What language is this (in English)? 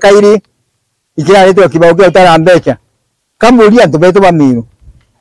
Meru